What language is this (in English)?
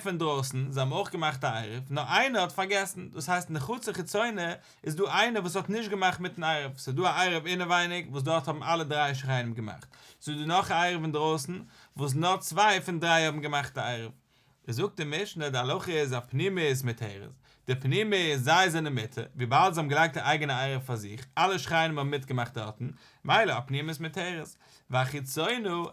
Yiddish